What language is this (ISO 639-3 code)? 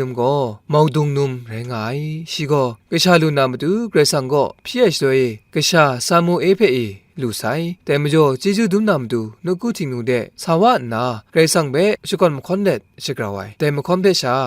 kac